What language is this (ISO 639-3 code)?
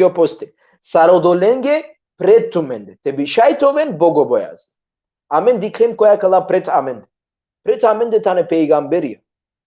rmn